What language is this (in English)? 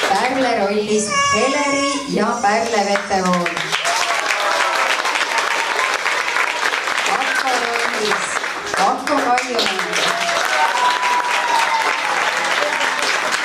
Estonian